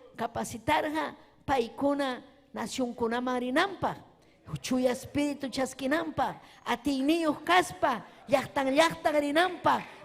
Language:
Ayacucho Quechua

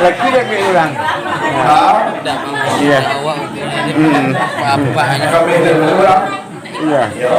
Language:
Minangkabau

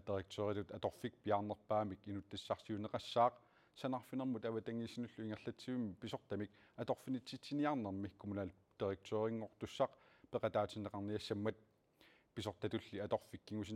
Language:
Kalaallisut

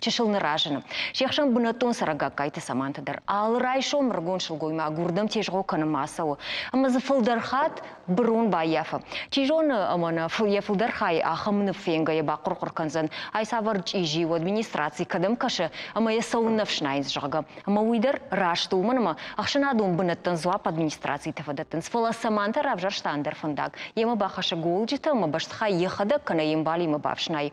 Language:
Ossetic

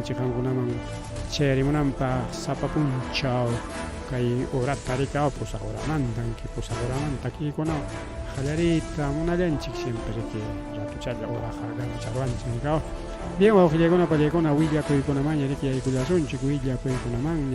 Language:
Ayacucho Quechua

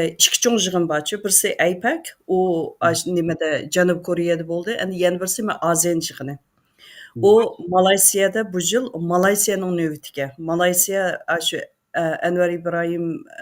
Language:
Uyghur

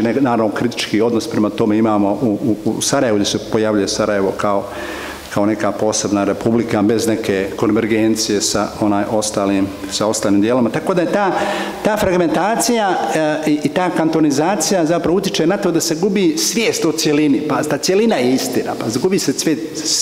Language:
Bosnian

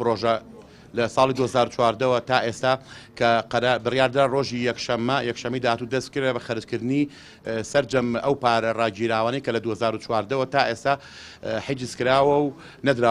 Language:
Central Kurdish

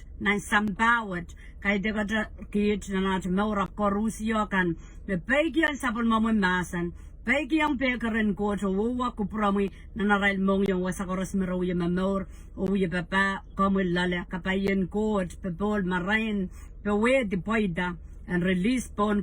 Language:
Pohnpeian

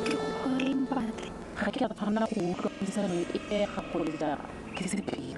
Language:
Tswana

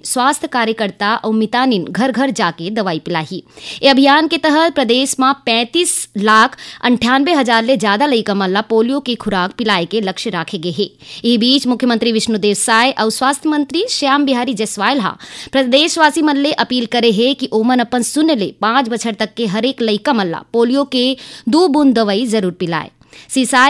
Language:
Chhattisgarhi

